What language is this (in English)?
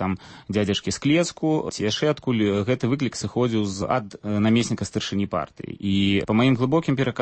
Belarusian